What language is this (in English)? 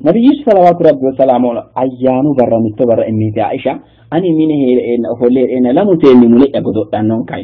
Sidamo